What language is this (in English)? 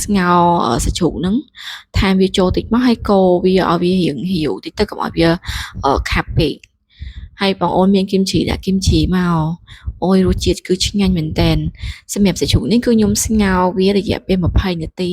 Khmer